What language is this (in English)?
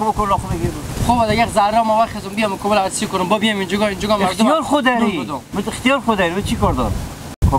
Hazaragi